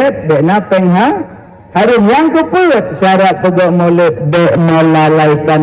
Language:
Achinese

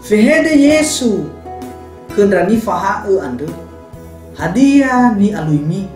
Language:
Nias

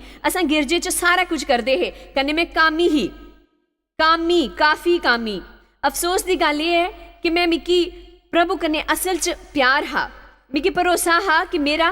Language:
Dogri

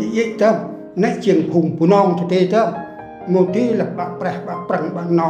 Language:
Central Mnong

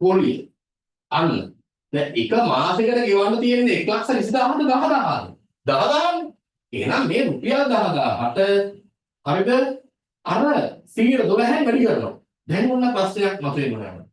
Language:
Sinhala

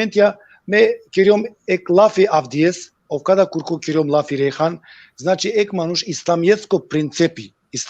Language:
Balkan Romani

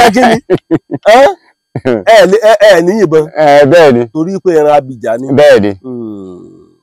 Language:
Yoruba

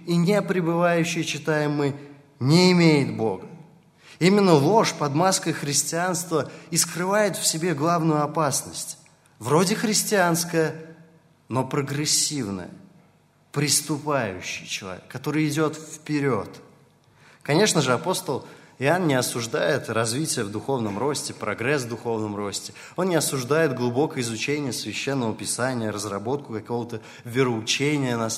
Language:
Russian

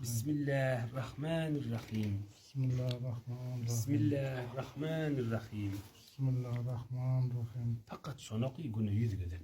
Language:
Turkmen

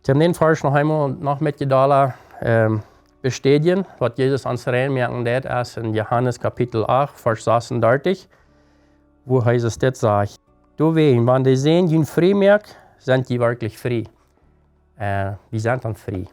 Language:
Plautdietsch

